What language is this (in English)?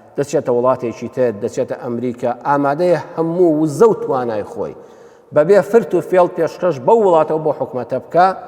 Central Kurdish